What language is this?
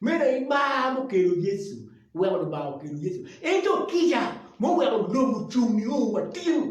Acoli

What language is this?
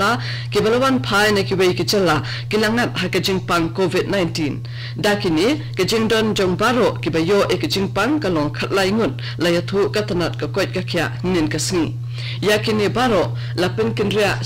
Khasi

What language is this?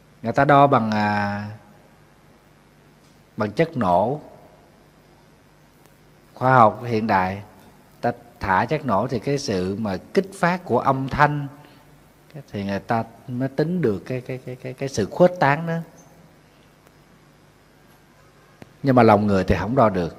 Vietnamese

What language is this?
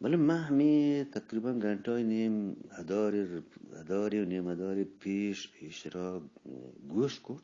Eastern Balochi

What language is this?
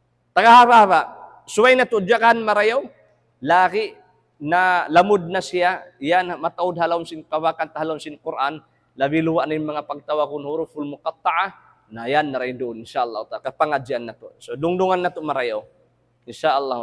Tausug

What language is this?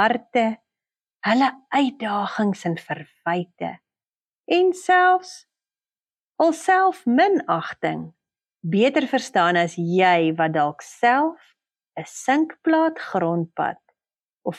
Afrikaans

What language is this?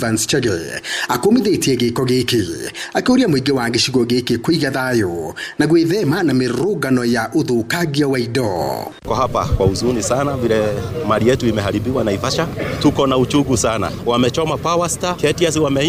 Kikuyu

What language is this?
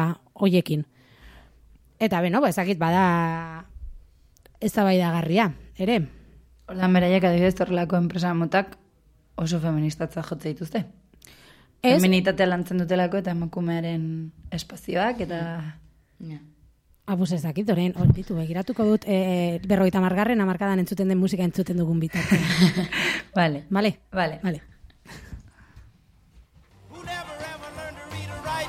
Basque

